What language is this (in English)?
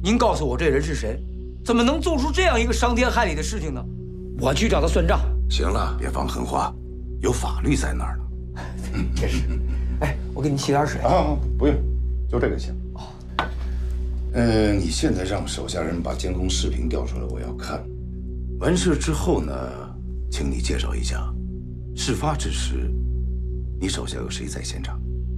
Chinese